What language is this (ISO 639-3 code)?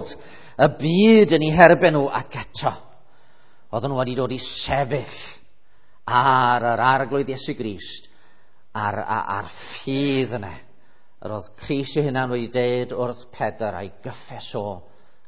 cym